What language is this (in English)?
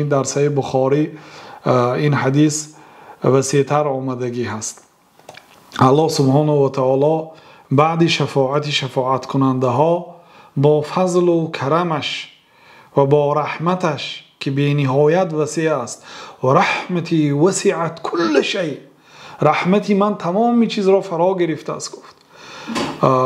Persian